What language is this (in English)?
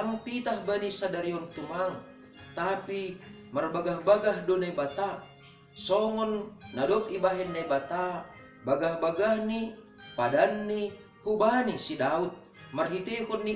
Batak Simalungun